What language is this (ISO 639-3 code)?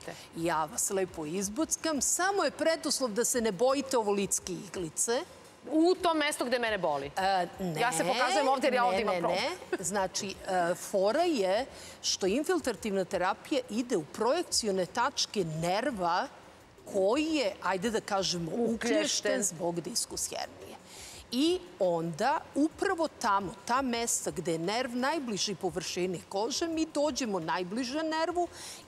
srp